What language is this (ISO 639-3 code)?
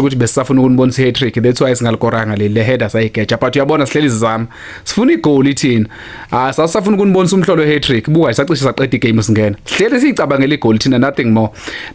zul